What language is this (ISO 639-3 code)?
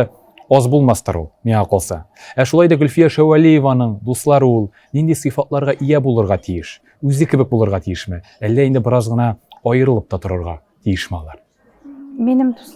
tat